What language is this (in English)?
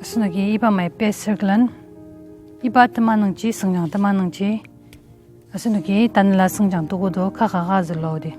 Ao Naga